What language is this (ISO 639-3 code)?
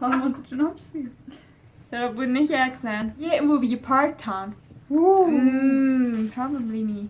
pdt